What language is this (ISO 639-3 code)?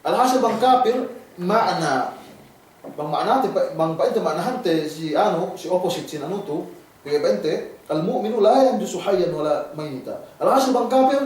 yka